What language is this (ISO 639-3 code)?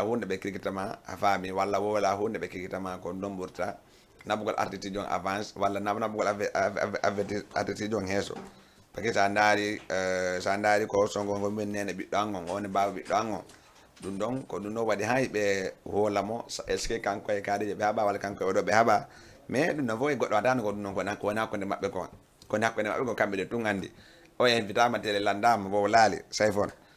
ful